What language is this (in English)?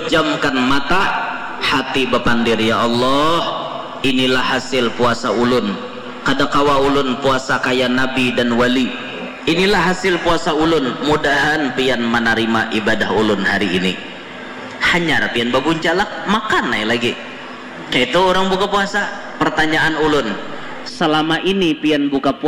Banjar